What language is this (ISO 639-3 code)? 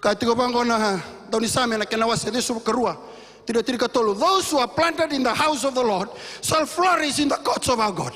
fij